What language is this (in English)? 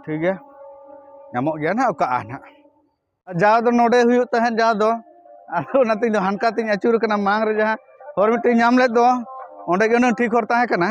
Santali